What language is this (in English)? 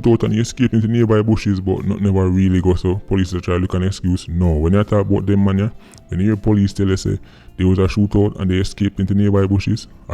Jamaican Creole English